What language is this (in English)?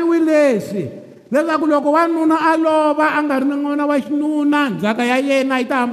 Tsonga